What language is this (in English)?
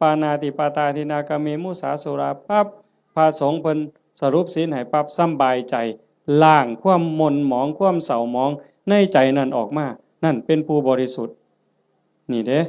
Northeastern Thai